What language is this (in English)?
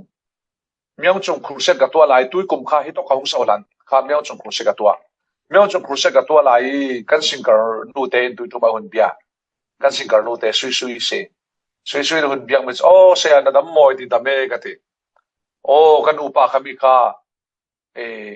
Falam Chin